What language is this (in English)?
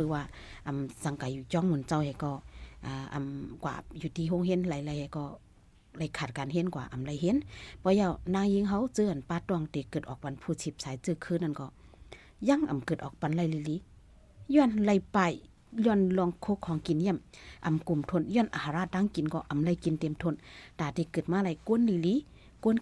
Shan